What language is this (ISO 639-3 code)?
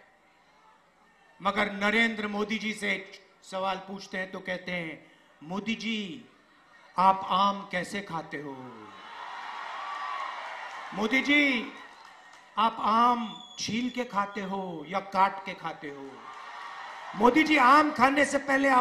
hin